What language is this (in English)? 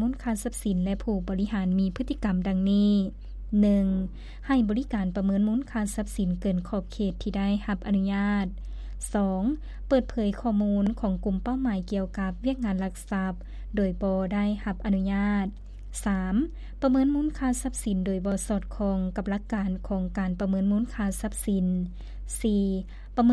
Lao